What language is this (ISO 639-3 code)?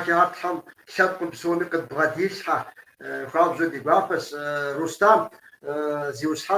kbd